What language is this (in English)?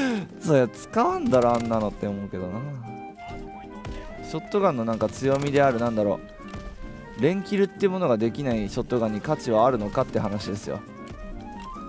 Japanese